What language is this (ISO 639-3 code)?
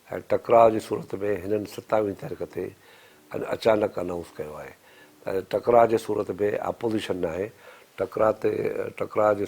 snd